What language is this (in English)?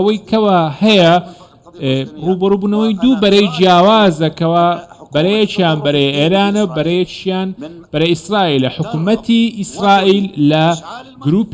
Central Kurdish